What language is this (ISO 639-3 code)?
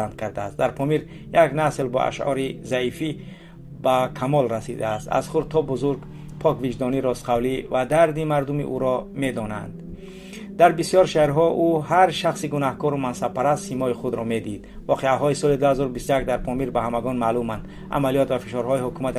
tgk